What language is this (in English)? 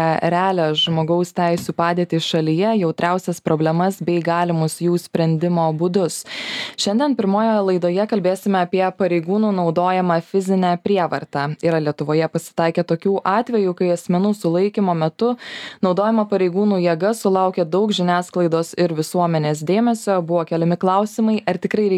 Lithuanian